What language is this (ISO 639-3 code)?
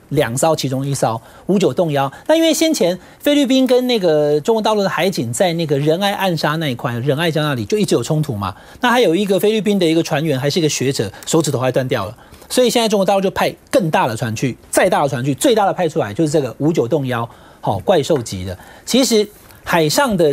zho